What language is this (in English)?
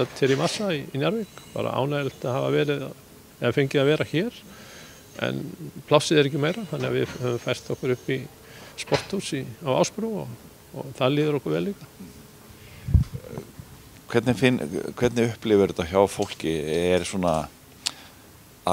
Icelandic